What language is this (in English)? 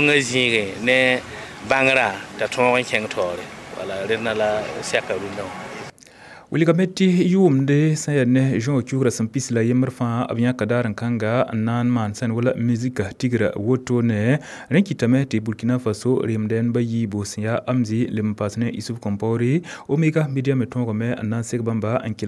Mossi